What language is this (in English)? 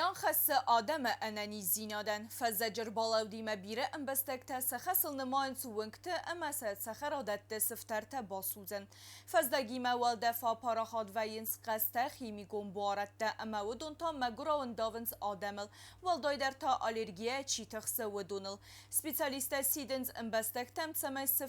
Ossetic